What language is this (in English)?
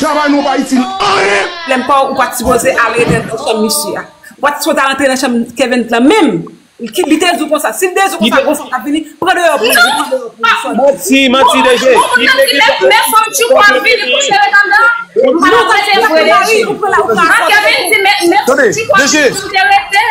Haitian Creole